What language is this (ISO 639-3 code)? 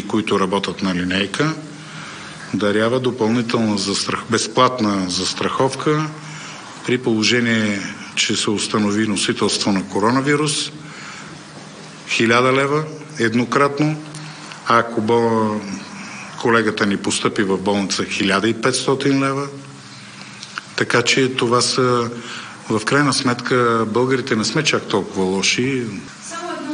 bul